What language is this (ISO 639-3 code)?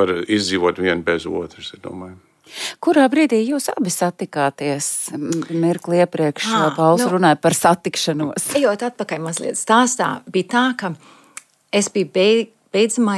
lav